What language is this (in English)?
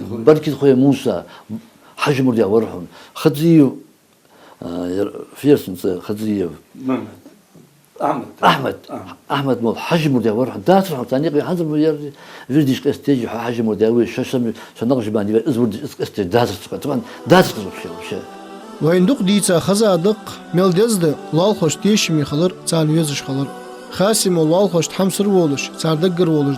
Ingush